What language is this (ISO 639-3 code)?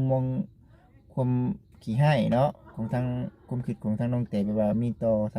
lao